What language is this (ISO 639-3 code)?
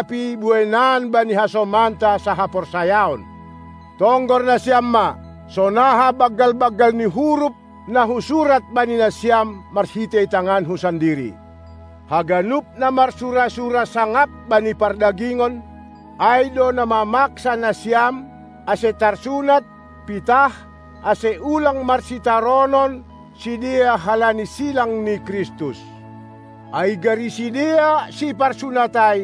bts